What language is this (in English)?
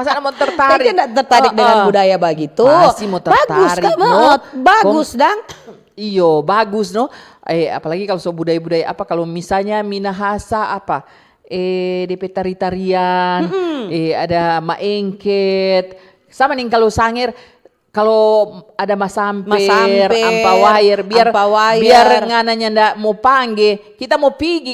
Manado Malay